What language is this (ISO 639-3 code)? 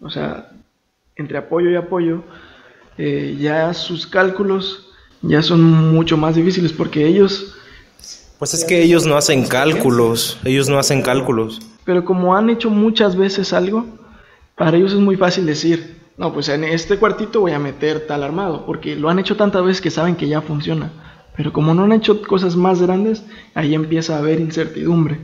spa